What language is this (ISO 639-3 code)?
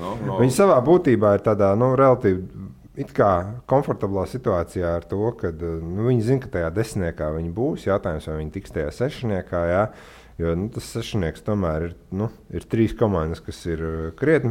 lav